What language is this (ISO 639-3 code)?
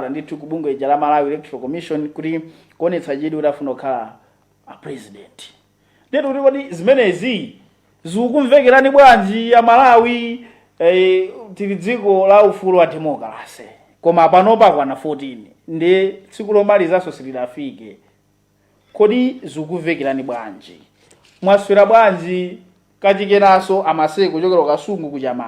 nya